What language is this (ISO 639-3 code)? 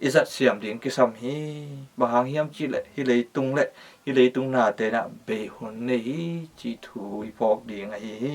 ctd